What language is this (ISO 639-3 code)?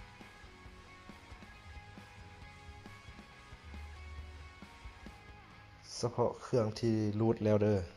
lao